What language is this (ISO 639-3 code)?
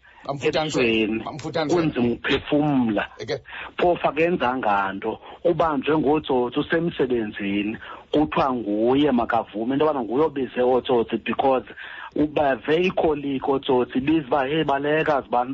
xho